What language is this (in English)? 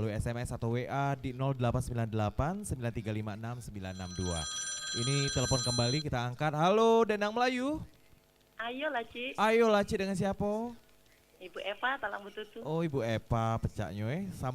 Musi